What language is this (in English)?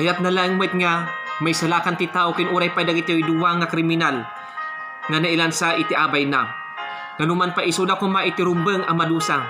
Iloko